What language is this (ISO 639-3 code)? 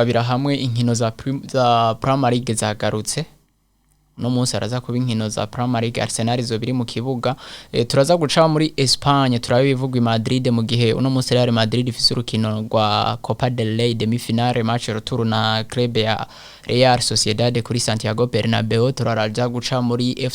run